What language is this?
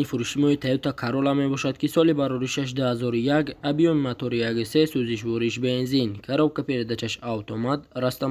Tajik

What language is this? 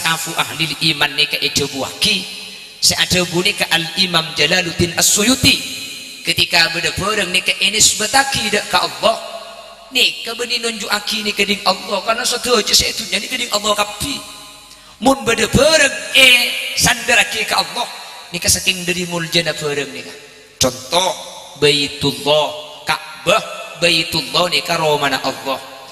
Madurese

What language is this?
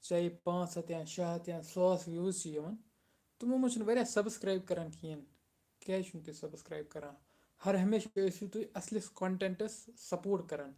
Kashmiri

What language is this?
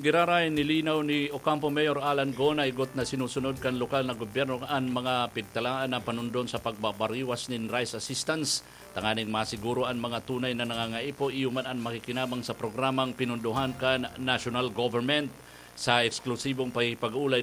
Bikol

